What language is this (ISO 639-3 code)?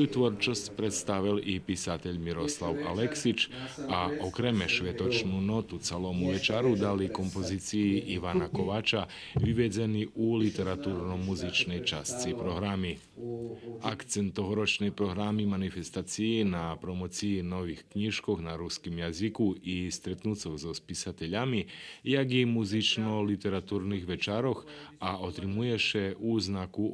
rue